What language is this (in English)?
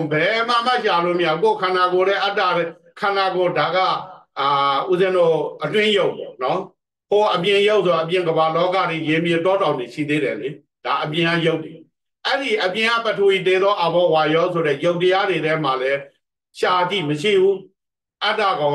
Burmese